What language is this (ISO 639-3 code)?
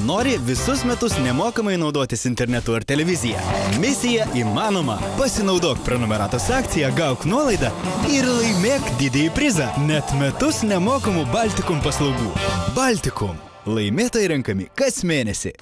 lit